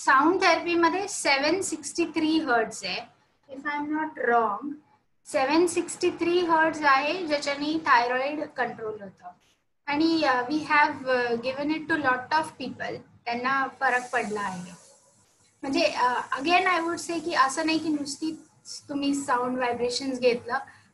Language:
Marathi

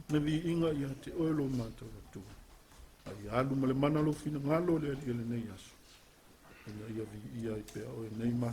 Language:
Samoan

